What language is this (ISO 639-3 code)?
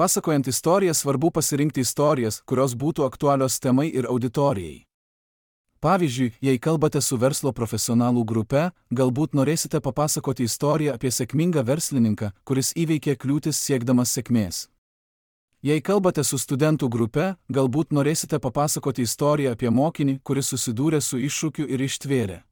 lit